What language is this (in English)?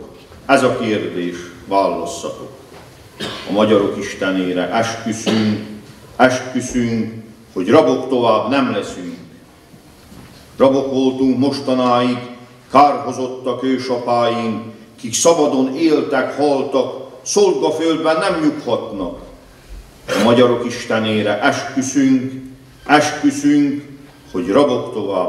Hungarian